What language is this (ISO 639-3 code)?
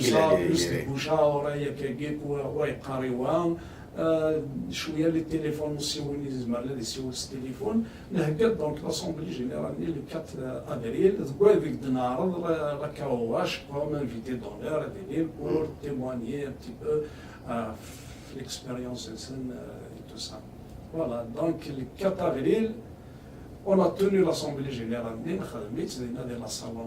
kab